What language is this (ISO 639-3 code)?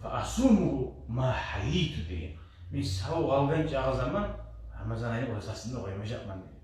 kum